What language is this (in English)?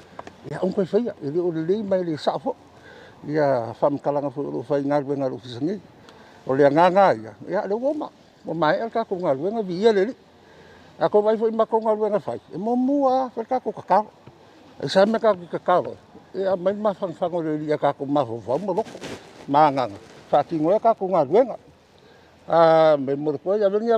Samoan